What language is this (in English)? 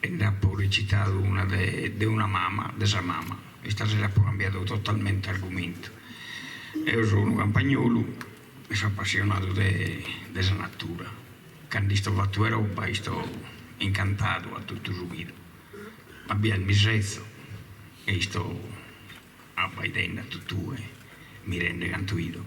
Sardinian